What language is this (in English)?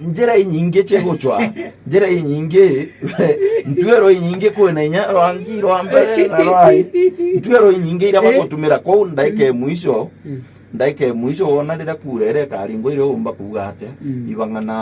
Meru